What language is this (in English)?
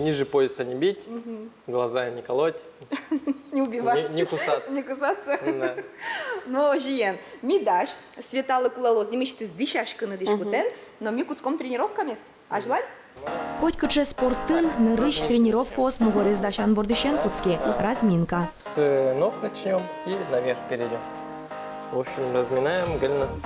Udmurt